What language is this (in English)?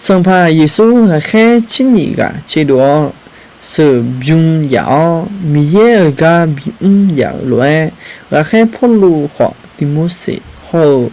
Akha